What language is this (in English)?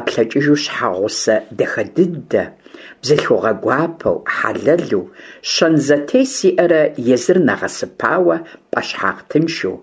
Kabardian